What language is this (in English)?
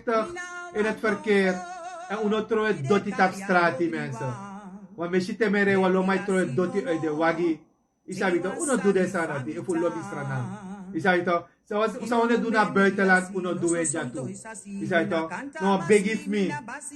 Sranan Tongo